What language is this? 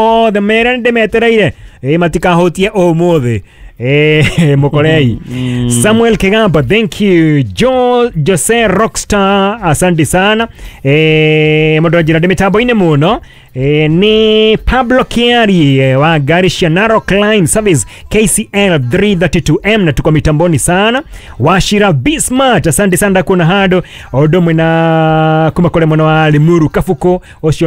Kikuyu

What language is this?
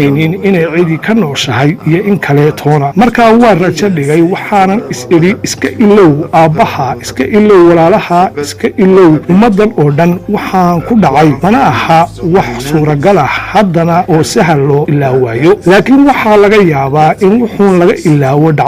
Somali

